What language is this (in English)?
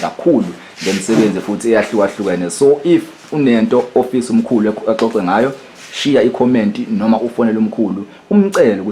Zulu